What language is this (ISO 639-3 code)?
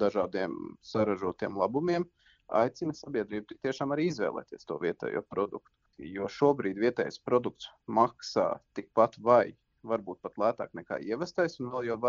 lav